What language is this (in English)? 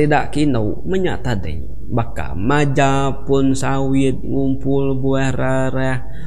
Iban